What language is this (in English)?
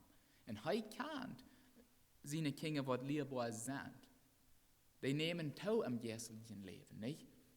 Plautdietsch